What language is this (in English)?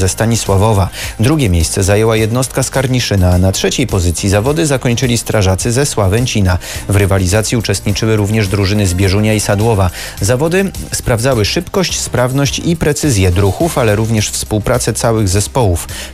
Polish